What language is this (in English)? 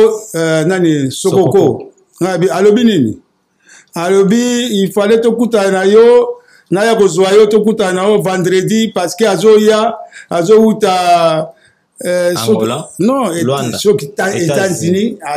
Lingala